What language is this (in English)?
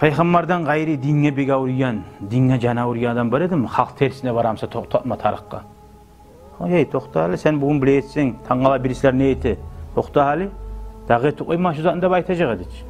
Kumyk